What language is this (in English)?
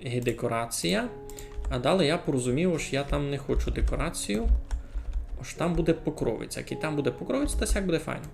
Rusyn